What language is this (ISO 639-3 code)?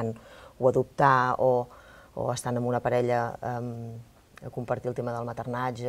cat